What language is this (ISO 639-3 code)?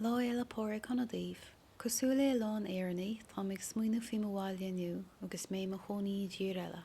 gle